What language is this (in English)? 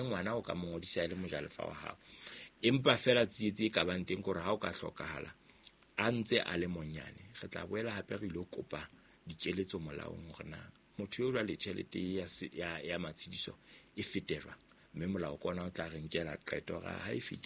Southern Sotho